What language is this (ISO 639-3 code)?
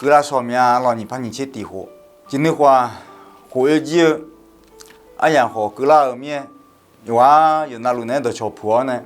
ahk